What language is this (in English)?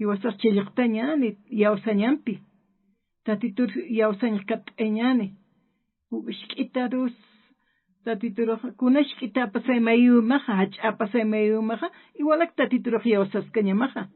Aymara